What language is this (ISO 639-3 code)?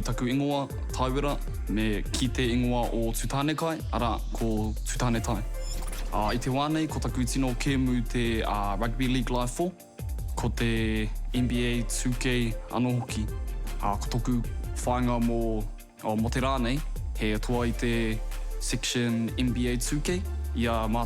mri